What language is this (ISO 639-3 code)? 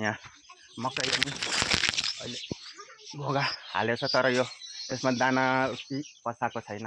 nep